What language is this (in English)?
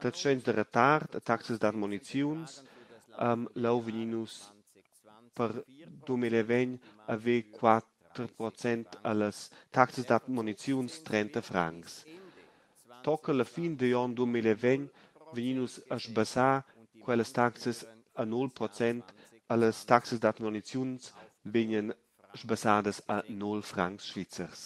Romansh